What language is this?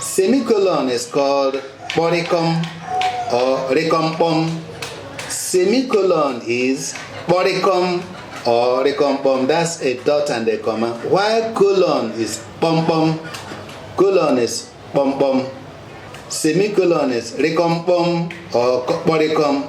Igbo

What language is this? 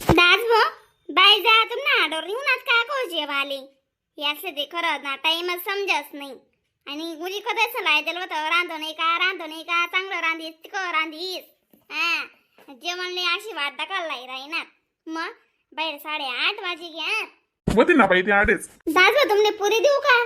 Khandesi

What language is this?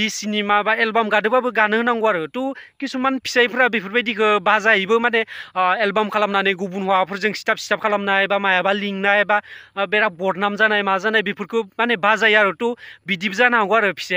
Bodo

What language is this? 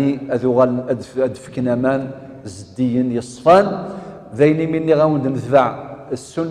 Kabyle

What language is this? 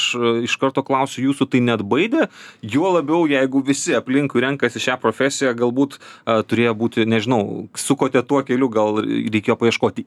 Lithuanian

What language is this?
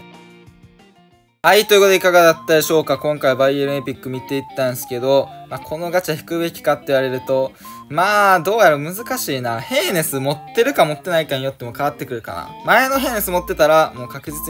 Japanese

